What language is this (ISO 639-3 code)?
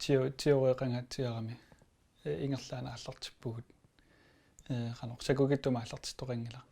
kal